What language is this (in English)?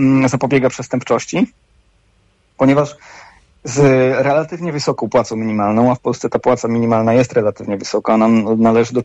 Polish